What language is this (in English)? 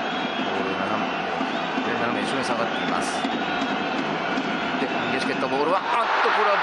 Japanese